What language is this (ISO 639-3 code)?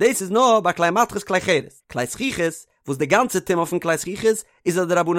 yid